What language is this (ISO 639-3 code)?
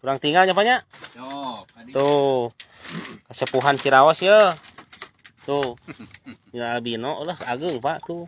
sun